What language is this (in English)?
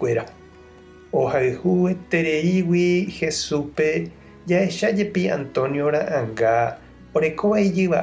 Guarani